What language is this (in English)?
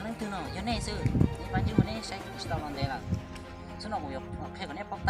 Hmong